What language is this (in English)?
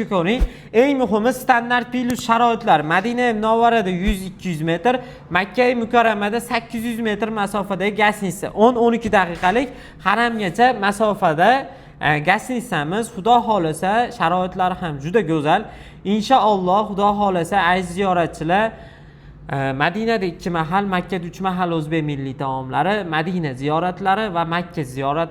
Uzbek